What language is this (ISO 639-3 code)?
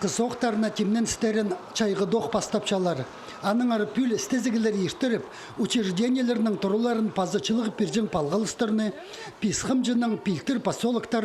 kjh